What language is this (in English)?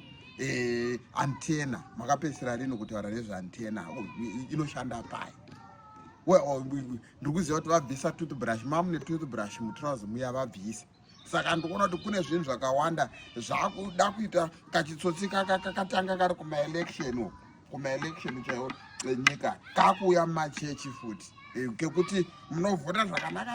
Shona